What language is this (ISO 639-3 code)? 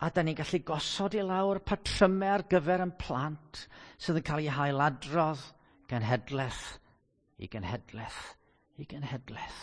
cym